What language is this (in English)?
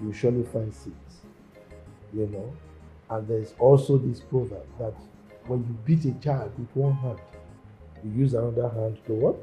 Nigerian Pidgin